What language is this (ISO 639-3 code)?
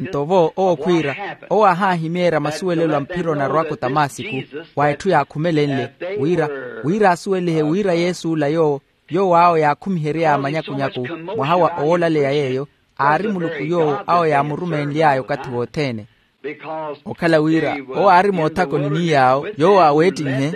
vmw